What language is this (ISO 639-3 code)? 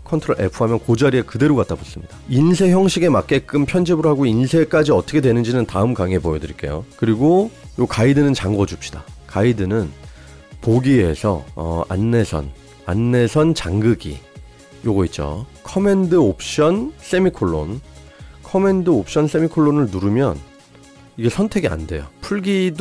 kor